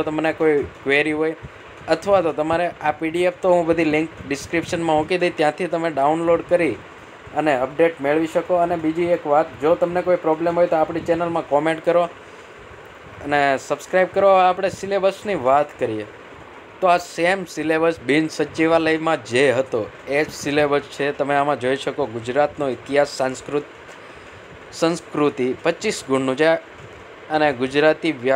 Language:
Gujarati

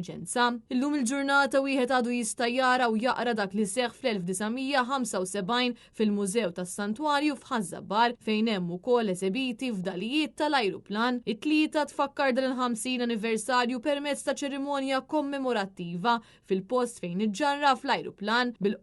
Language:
Maltese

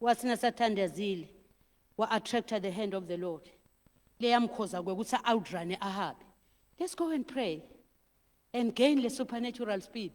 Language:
Zulu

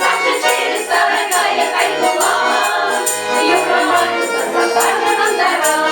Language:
Chuvash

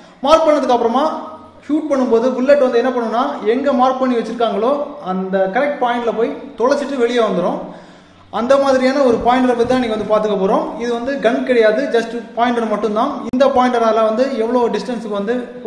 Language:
Tamil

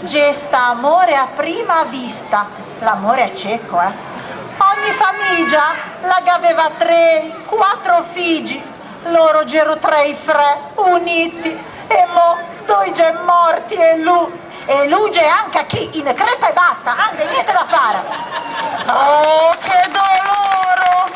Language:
Ligurian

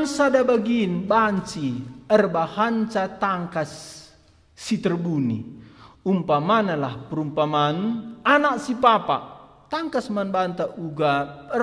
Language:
Batak Karo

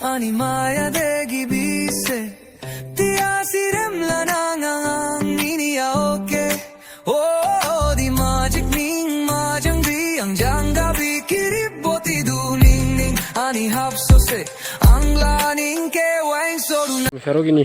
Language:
Dimasa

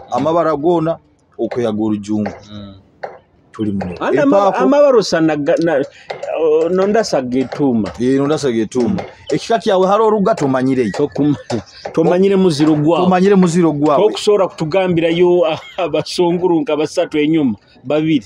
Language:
Nyoro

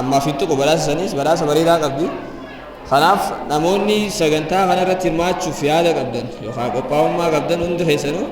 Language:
Oromo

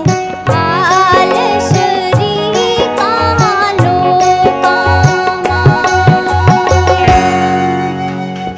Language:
Hindi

